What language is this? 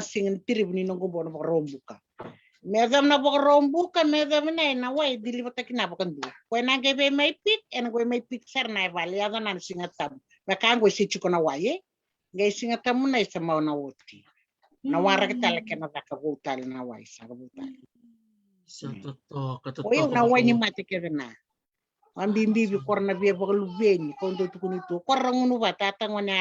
Fijian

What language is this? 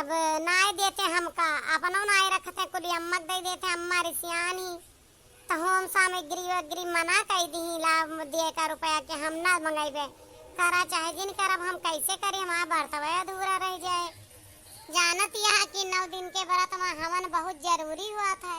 Awadhi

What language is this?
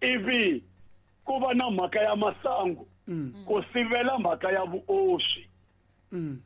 Tsonga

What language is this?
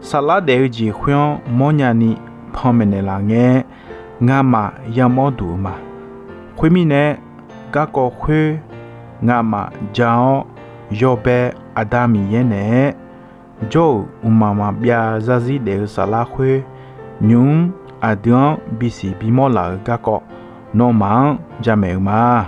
Akha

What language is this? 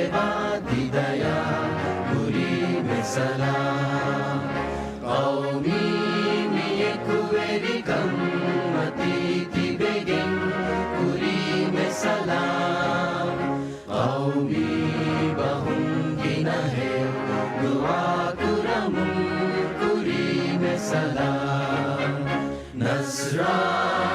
Divehi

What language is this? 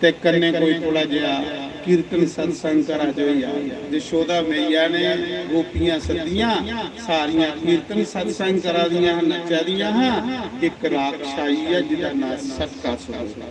Dogri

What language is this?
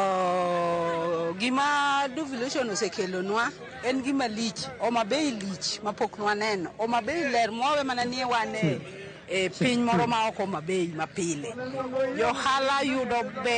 Luo (Kenya and Tanzania)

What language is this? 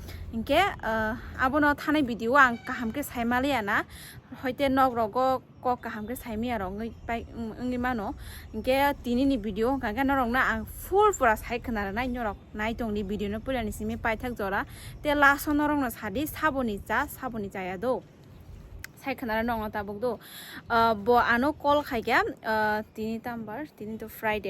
Kok Borok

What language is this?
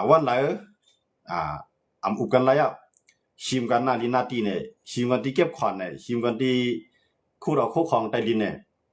Shan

